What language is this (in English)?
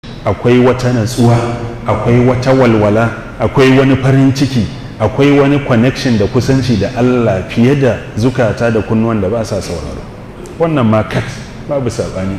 Hausa